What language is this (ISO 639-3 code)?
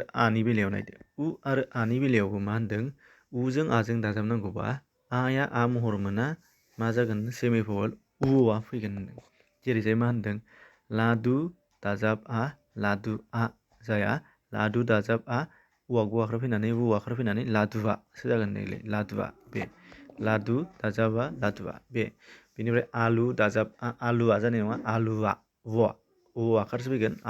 brx